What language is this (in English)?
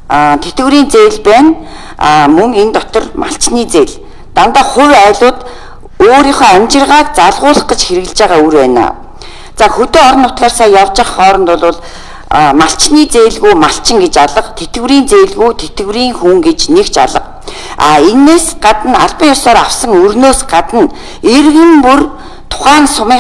Mongolian